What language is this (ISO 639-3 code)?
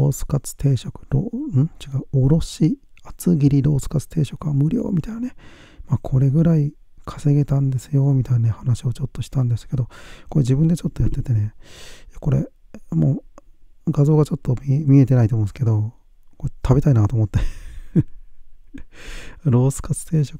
jpn